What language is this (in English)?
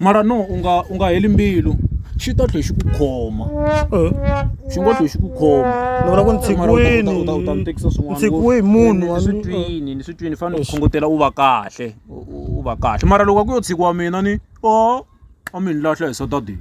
Tsonga